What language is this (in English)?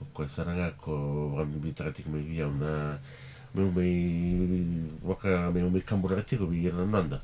Fijian